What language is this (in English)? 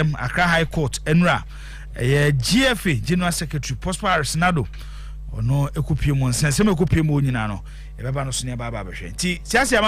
Akan